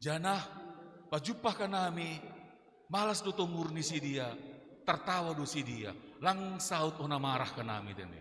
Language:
Batak Simalungun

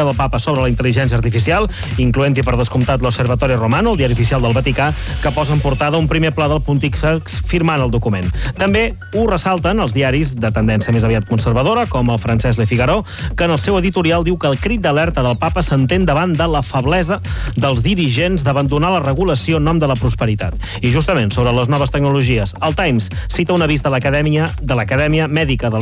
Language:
Catalan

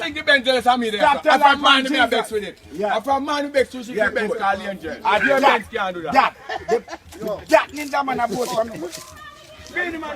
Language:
Jamaican Creole English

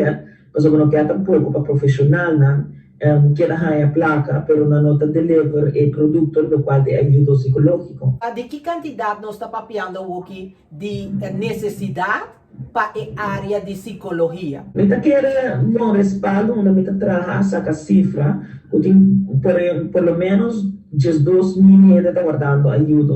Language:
Papiamento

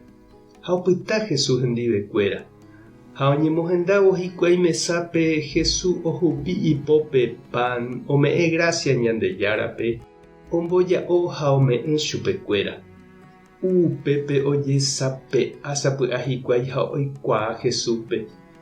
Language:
Guarani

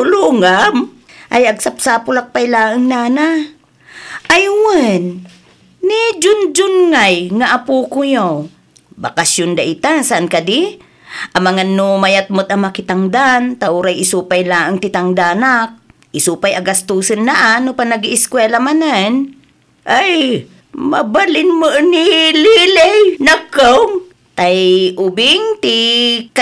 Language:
Iloko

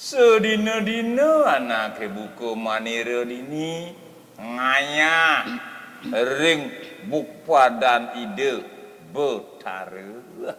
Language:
Balinese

